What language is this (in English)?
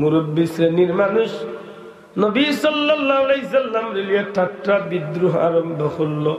Sylheti